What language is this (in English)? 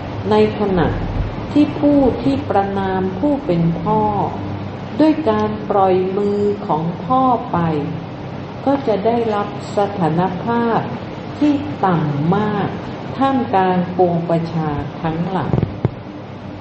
Thai